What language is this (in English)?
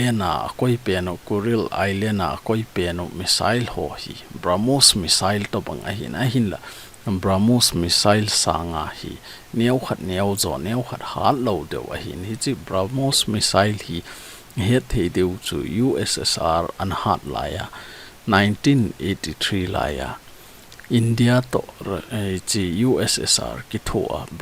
Thado Chin